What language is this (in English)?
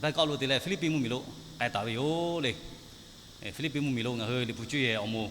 Lahu